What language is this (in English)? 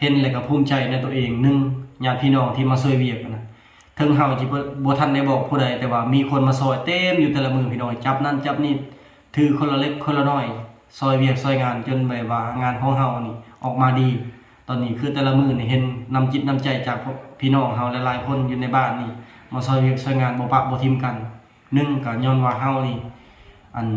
Lao